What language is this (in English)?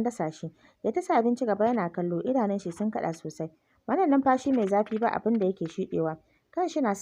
Hausa